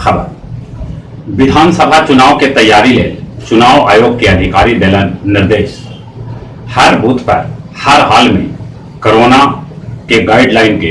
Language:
Magahi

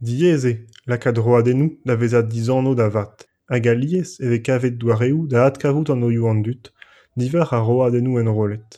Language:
Breton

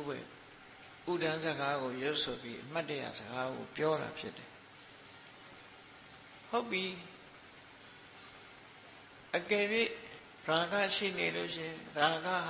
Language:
Burmese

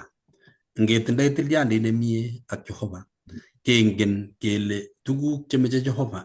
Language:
Kalenjin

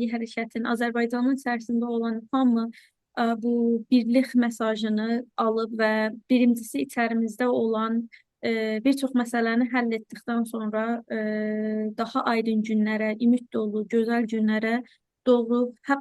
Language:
South Azerbaijani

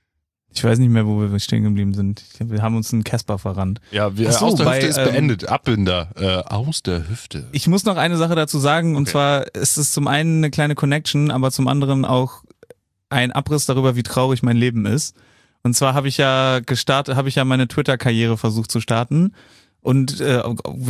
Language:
German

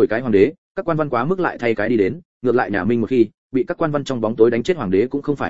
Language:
Vietnamese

